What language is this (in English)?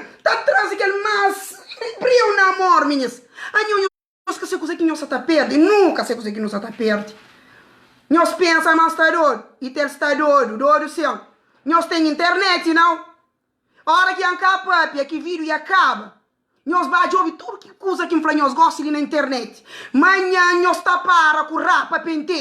Kabuverdianu